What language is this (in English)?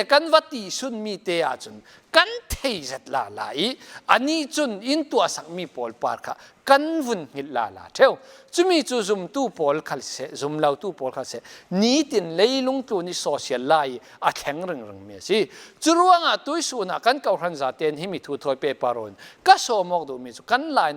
Falam Chin